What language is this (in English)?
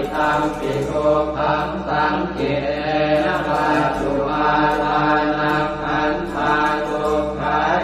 Pali